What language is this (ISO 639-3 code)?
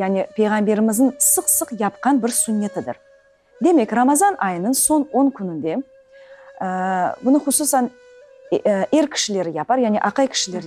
crh